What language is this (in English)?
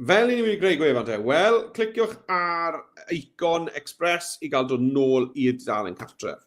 Welsh